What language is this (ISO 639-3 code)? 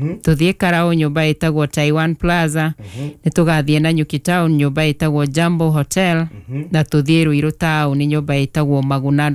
kik